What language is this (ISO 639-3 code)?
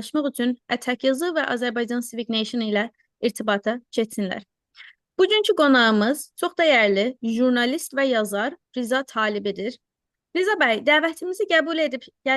azb